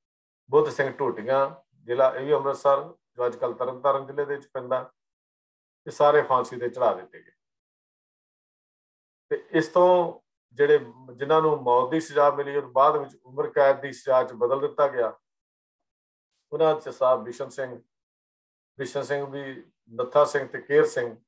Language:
Punjabi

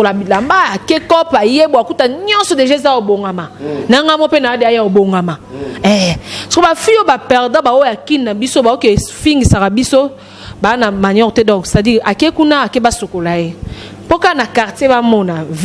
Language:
Lingala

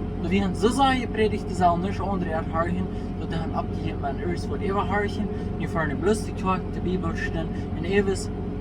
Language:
Plautdietsch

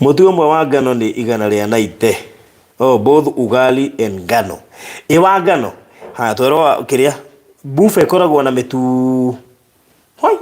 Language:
Kikuyu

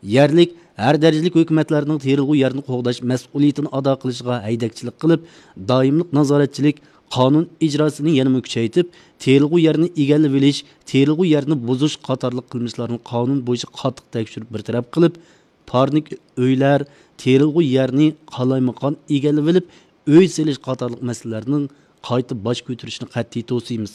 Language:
Uyghur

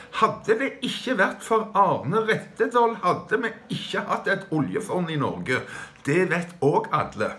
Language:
Norwegian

